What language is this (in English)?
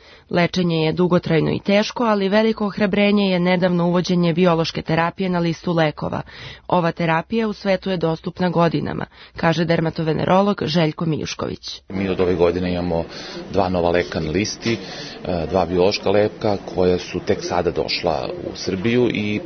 Serbian